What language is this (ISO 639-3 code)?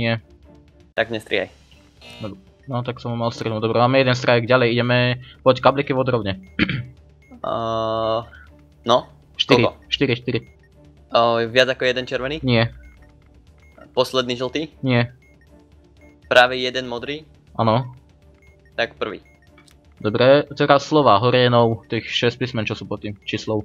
slk